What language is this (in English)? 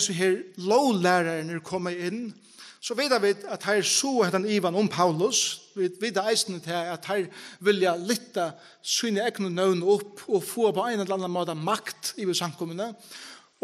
Faroese